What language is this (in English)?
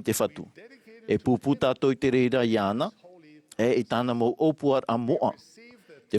Tahitian